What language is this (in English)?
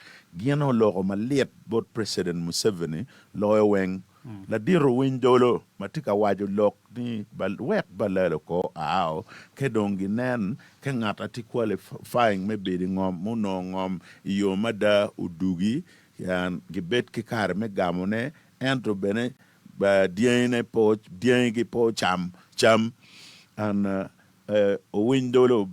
Acoli